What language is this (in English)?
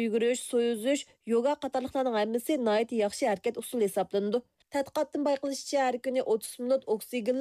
Uyghur